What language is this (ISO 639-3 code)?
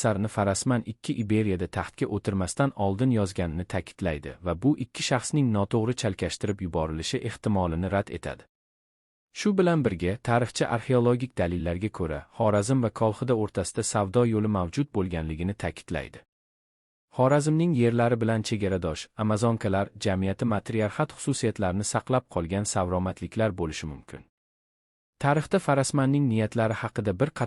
uzb